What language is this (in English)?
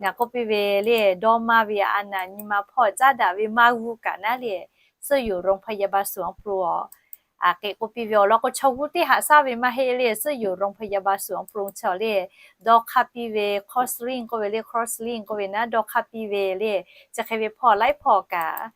Lahu